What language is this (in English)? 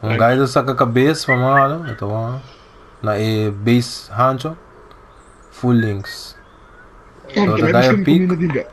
Papiamento